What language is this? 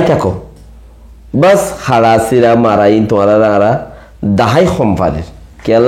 Rohingya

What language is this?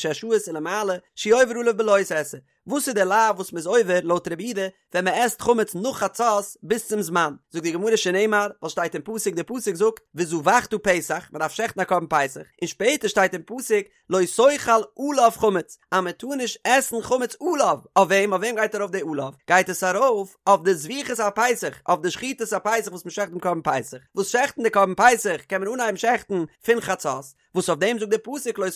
Yiddish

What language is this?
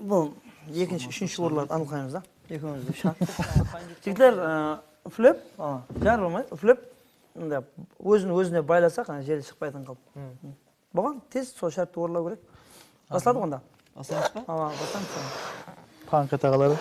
Kara-Kalpak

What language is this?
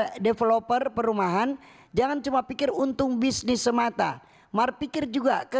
Manado Malay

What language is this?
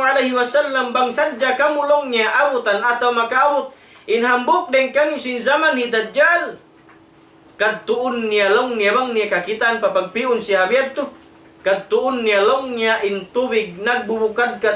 Tausug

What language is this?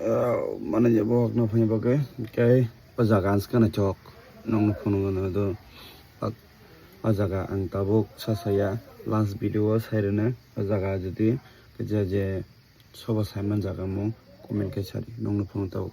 Kok Borok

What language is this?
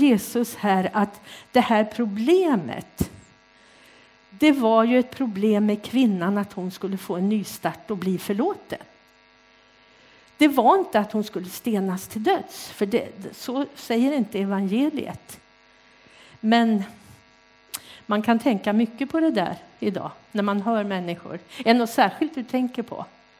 Swedish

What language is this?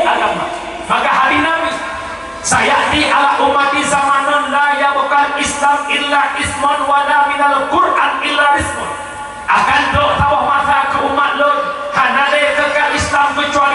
Achinese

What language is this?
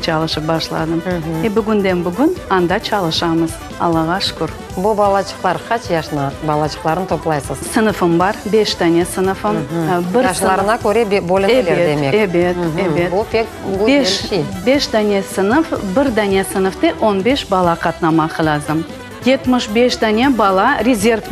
Crimean Tatar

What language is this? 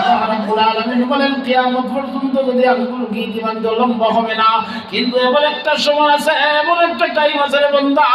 Sylheti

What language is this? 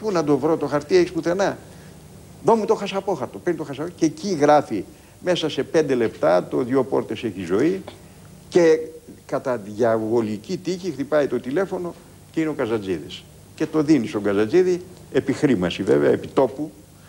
Greek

